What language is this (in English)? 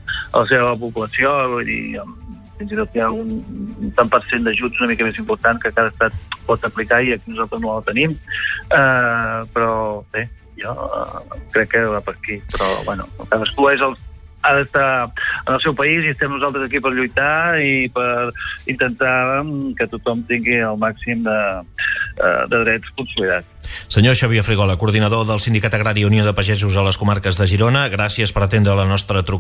Catalan